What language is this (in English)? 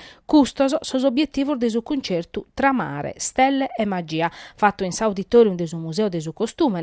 Sardinian